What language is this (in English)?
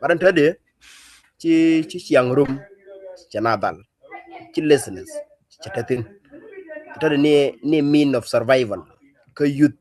Nuer